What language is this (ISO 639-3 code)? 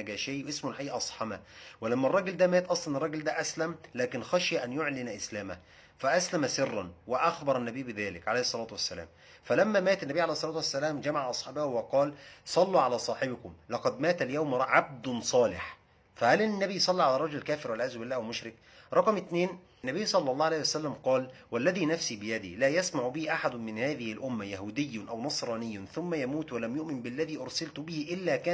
arz